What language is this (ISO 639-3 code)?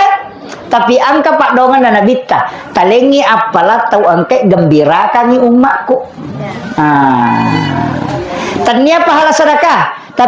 bug